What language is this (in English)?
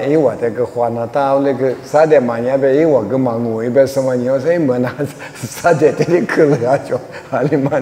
Lisu